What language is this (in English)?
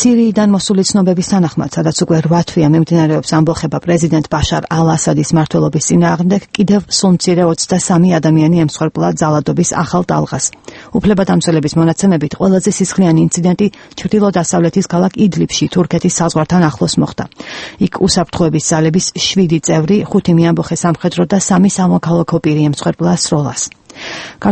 Georgian